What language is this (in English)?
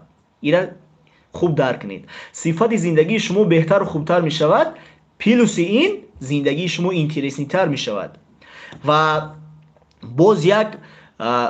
Tajik